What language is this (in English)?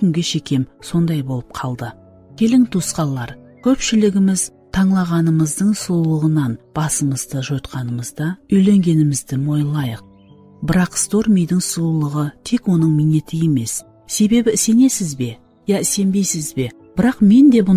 Kara-Kalpak